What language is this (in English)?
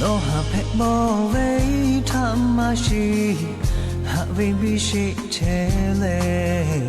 Lahu